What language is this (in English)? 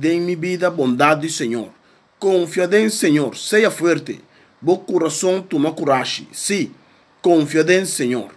Papiamento